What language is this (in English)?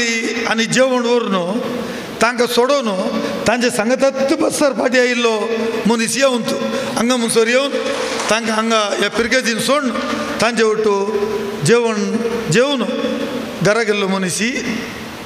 Konkani